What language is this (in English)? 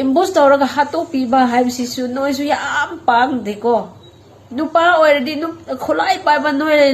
Manipuri